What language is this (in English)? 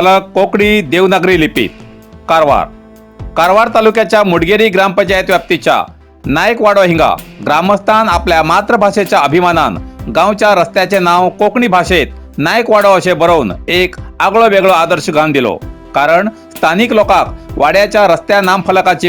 Konkani